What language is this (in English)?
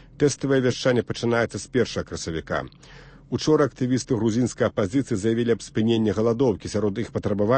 Belarusian